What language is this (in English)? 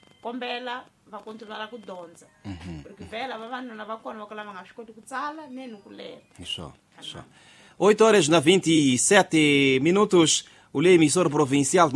Tsonga